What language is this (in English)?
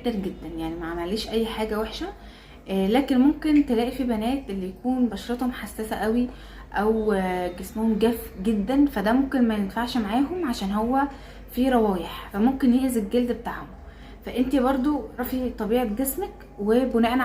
Egyptian Arabic